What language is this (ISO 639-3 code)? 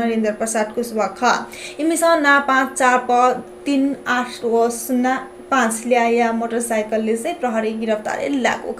new